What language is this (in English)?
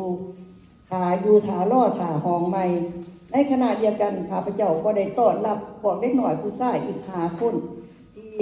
Lao